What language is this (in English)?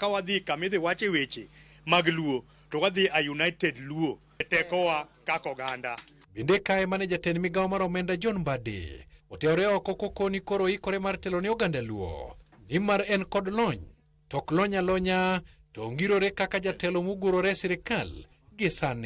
Luo (Kenya and Tanzania)